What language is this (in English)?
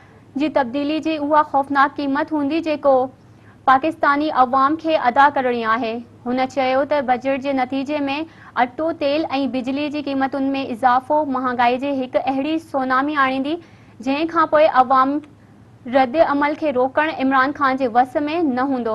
Sindhi